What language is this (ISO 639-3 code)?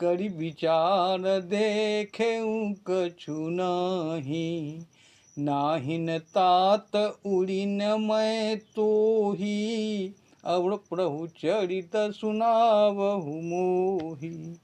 mai